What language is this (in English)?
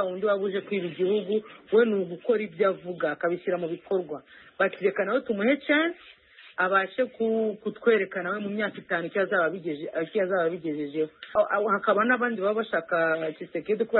Kinyarwanda